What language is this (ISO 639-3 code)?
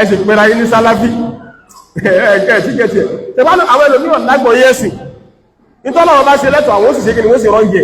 yor